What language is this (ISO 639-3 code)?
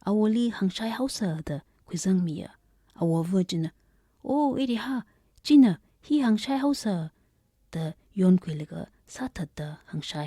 nmf